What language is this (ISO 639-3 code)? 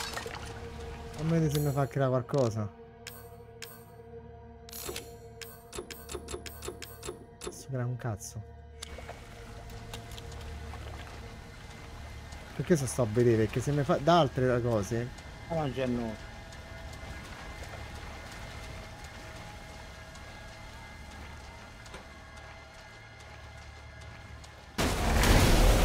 ita